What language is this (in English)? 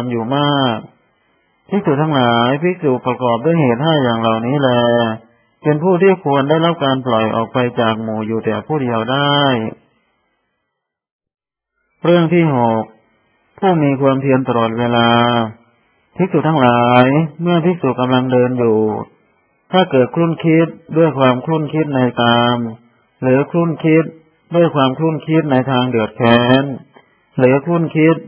Thai